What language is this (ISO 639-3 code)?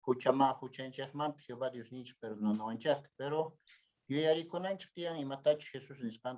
que